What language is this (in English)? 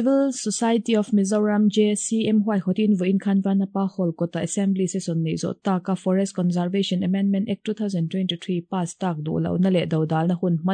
Mizo